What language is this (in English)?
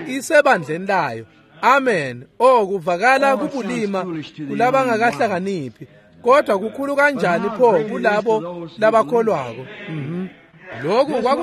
Swati